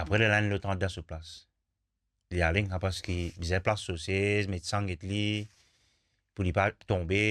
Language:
Morisyen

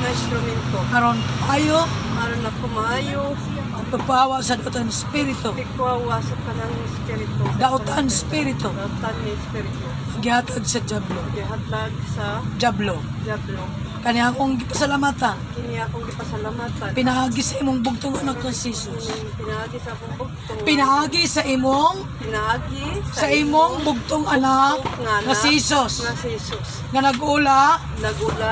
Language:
Cebuano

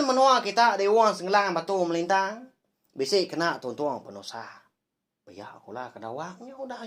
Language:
Iban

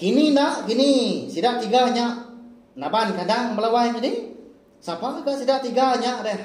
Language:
Iban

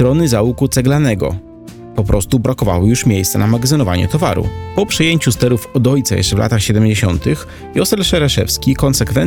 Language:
Polish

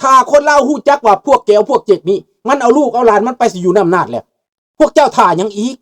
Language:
Lao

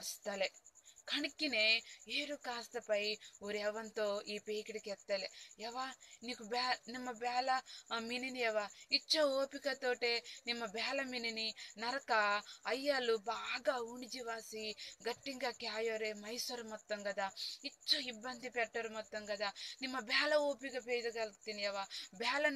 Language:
Koya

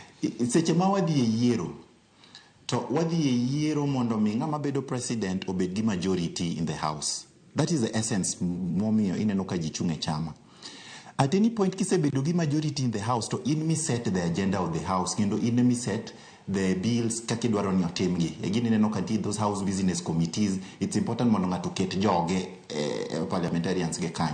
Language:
Luo (Kenya and Tanzania)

